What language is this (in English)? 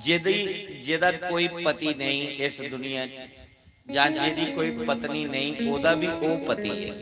Dogri